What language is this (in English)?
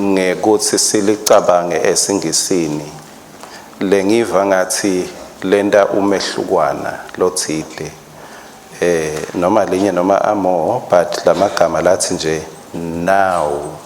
Swati